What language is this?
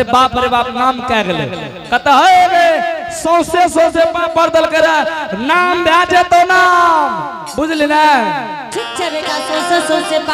Angika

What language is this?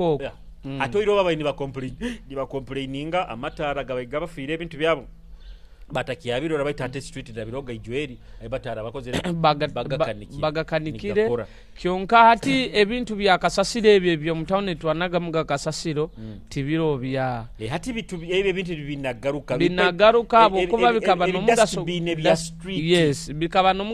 Nyoro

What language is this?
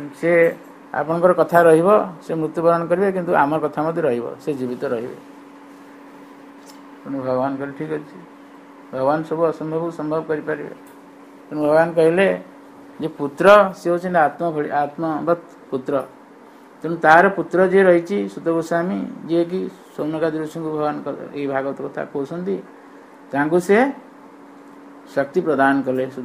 Odia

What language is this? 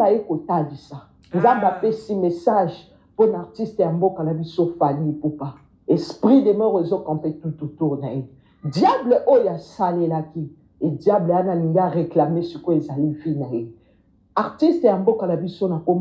Lingala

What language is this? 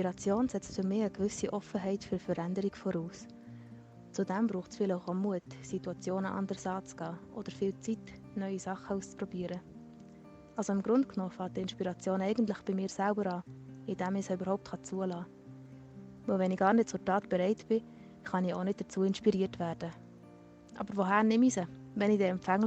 Swiss German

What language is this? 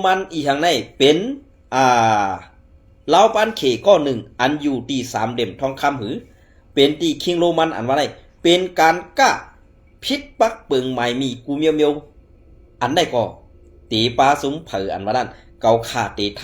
Shan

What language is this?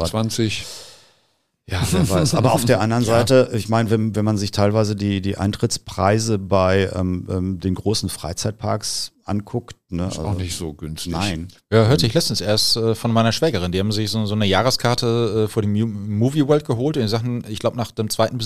German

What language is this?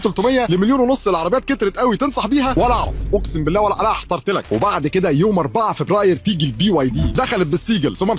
Egyptian Arabic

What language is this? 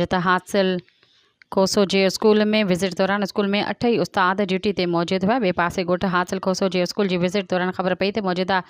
Sindhi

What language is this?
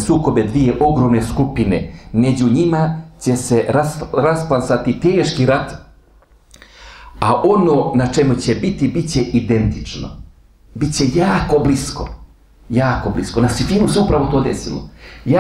Bosnian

